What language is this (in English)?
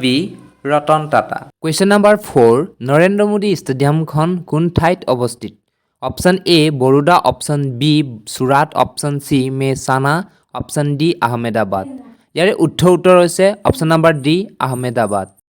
Assamese